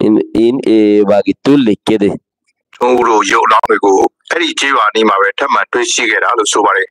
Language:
Rohingya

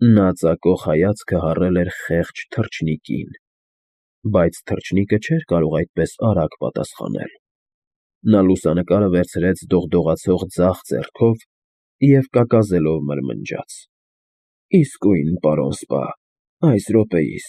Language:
Armenian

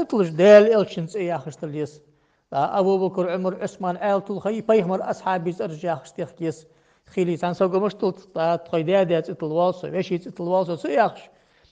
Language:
Ingush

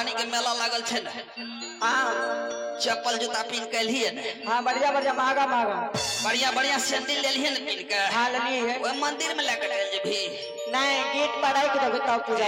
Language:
Maithili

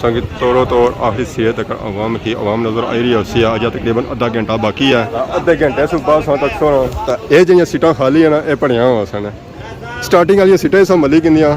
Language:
Pahari-Potwari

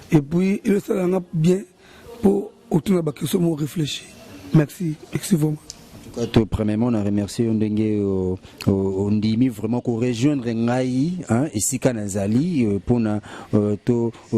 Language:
Lingala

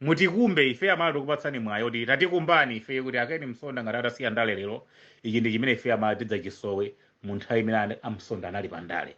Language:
Nyanja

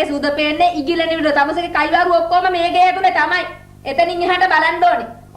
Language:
Sinhala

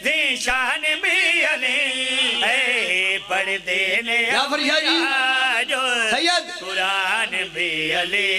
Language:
Pahari-Potwari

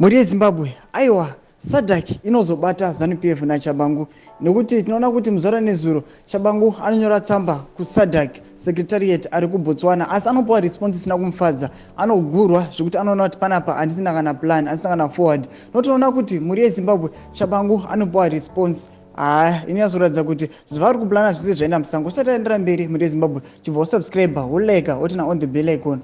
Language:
Shona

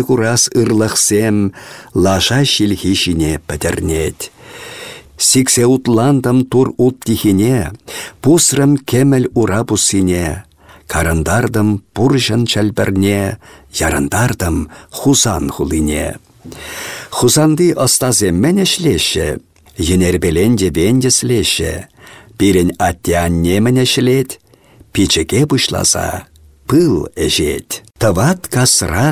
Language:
Chuvash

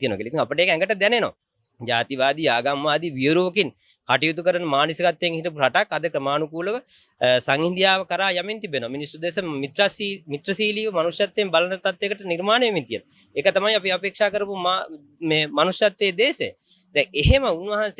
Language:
Sinhala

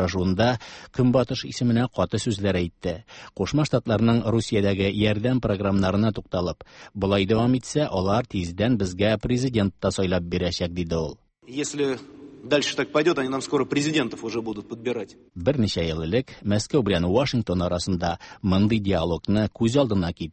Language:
Tatar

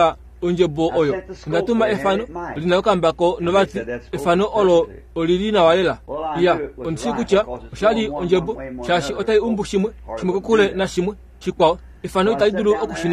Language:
Kuanyama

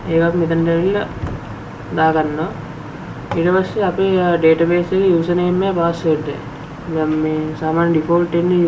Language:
Sinhala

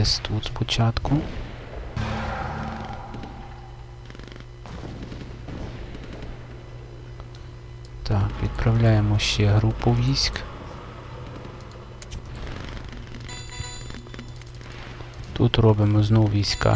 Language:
Ukrainian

